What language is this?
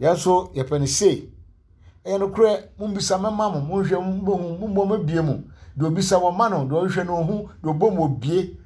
Akan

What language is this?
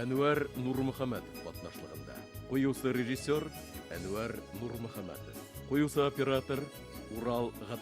Bashkir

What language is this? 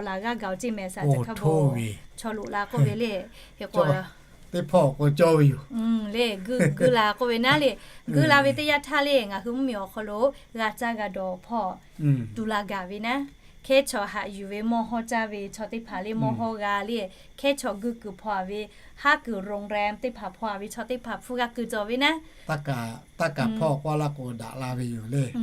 Lahu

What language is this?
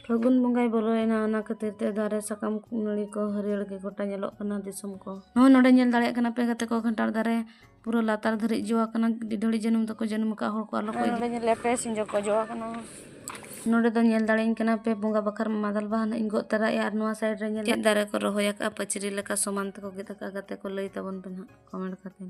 Santali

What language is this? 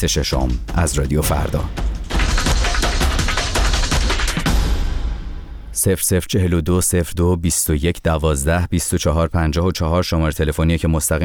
Persian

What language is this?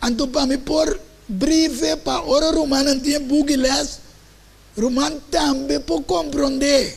Papiamento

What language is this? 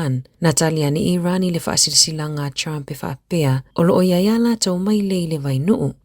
Samoan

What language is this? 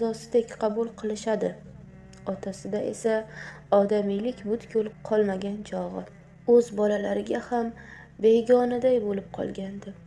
Uzbek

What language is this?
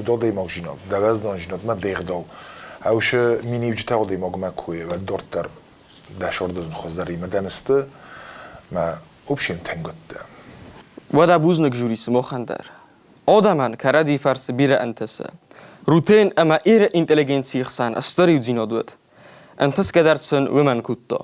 Ossetic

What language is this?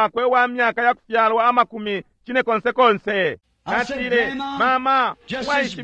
Bemba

